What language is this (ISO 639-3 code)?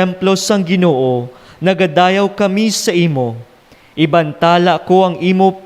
hil